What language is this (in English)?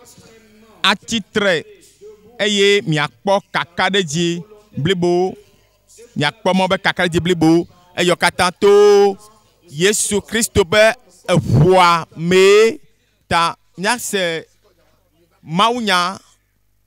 Ewe